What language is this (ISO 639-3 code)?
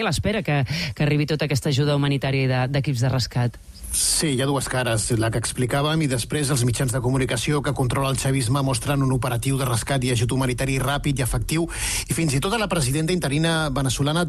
cat